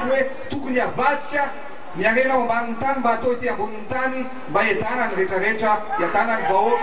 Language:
Malagasy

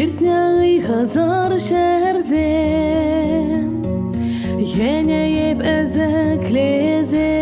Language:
Chuvash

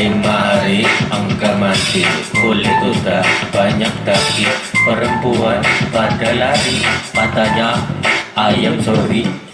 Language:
Musi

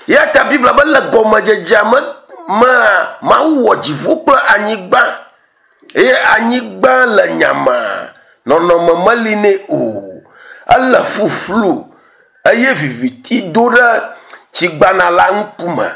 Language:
Ewe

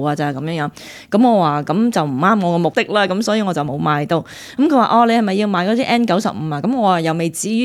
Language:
Cantonese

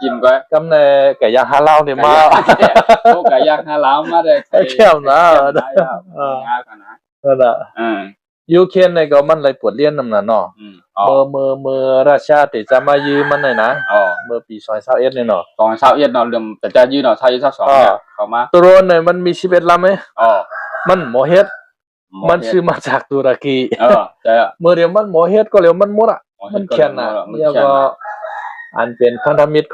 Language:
Shan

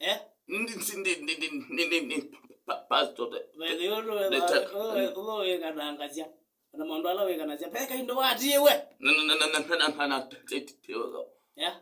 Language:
Kamba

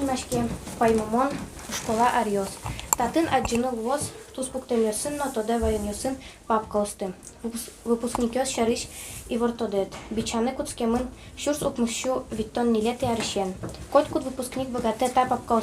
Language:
Udmurt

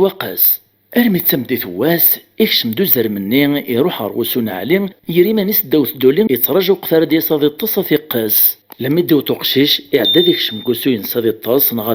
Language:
Kabyle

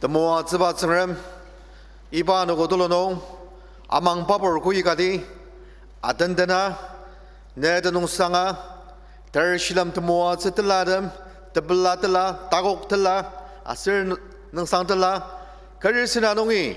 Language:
Ao Naga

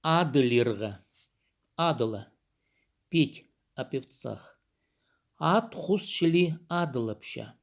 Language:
Khakas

